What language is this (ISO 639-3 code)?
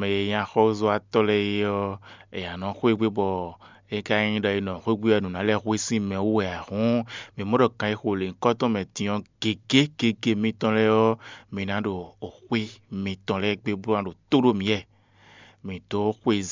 fon